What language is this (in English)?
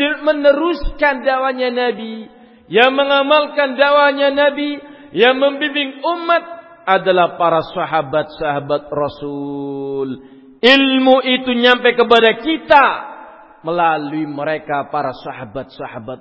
Indonesian